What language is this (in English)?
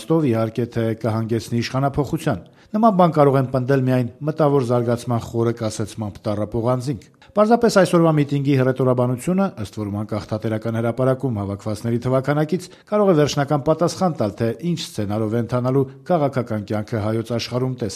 Armenian